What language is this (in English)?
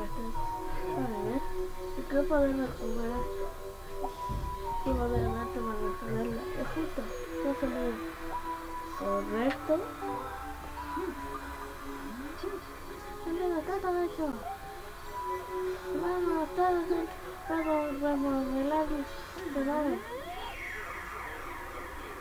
Spanish